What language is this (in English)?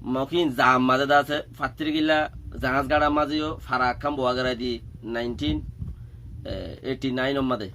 Rohingya